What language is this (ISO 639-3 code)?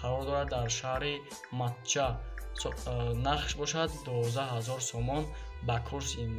tgk